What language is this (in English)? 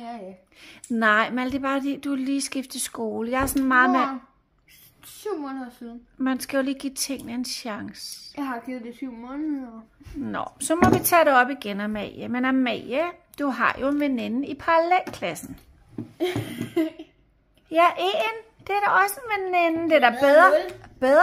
Danish